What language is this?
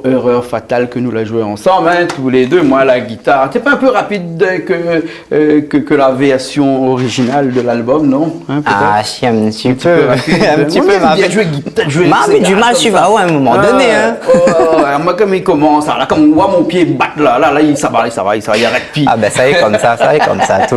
Réunion Creole French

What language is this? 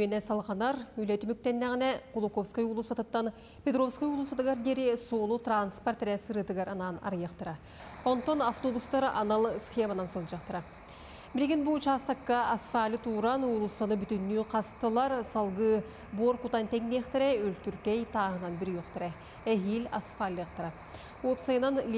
Yakut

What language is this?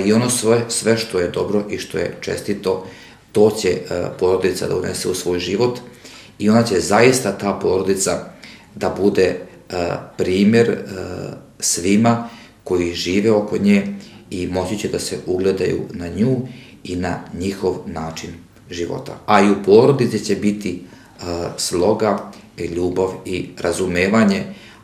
Serbian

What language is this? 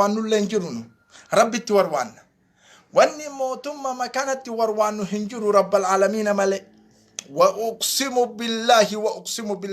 Oromo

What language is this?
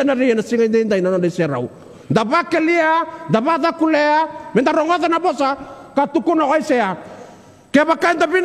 Fijian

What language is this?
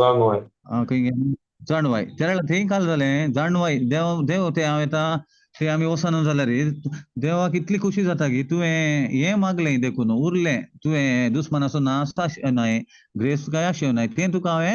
Konkani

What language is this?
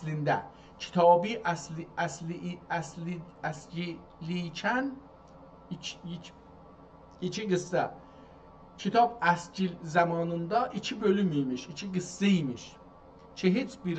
South Azerbaijani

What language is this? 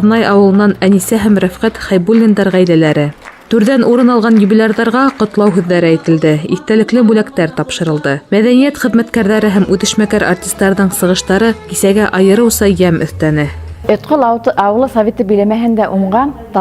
Bashkir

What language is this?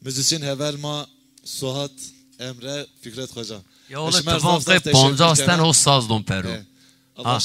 Zaza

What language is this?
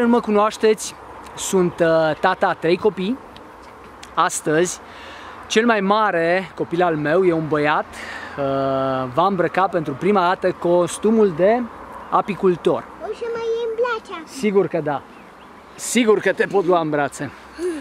Romanian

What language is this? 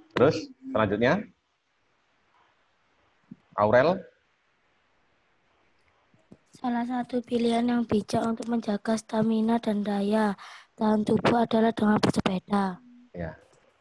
Indonesian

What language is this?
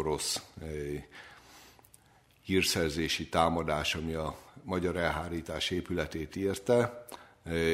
Hungarian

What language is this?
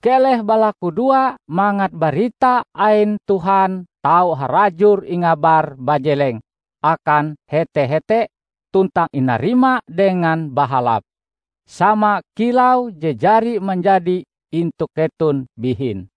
Ngaju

